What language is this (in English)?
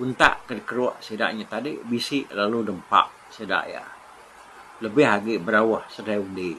Iban